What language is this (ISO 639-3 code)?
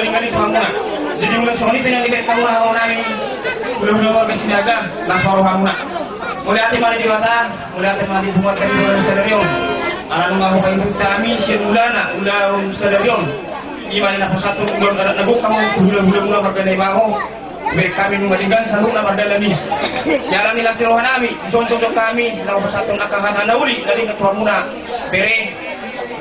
bbc